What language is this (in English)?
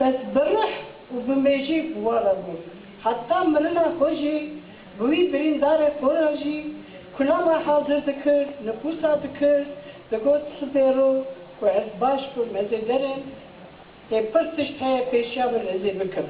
Kurdish